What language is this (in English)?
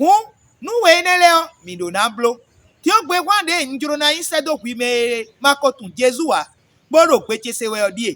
Fon